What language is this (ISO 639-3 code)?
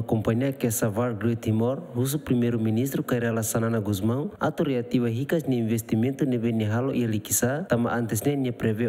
tet